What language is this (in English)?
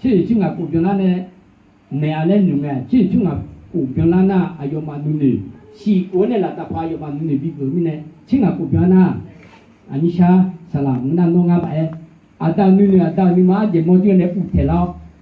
Akha